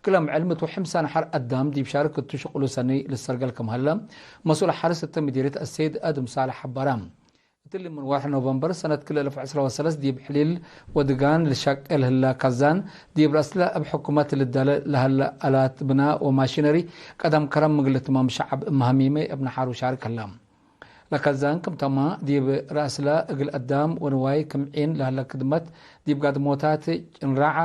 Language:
Tigre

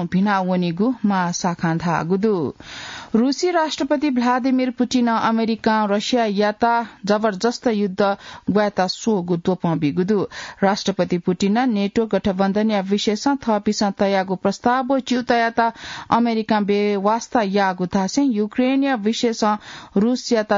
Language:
Newari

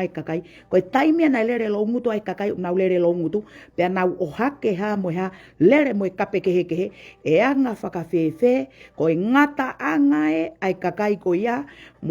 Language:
Tongan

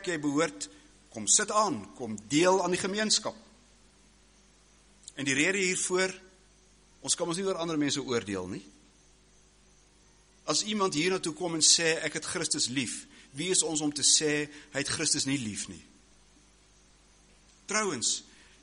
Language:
Afrikaans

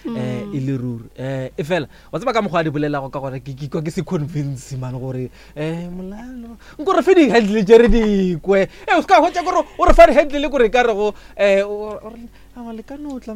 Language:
Northern Sotho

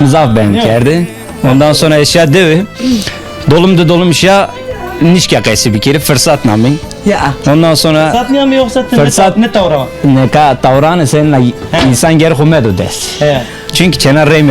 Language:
Zaza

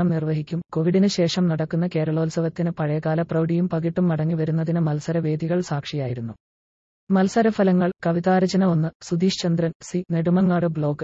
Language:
Malayalam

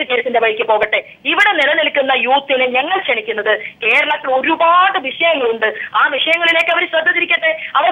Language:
Malayalam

